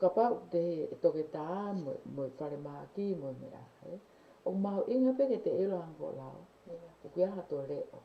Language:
Tongan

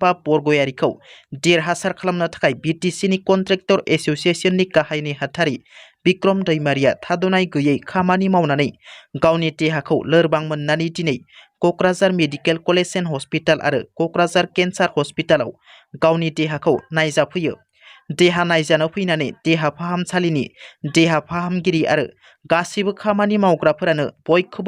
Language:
Bodo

